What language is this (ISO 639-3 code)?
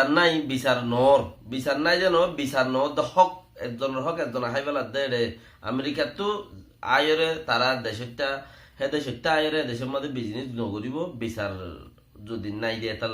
rhg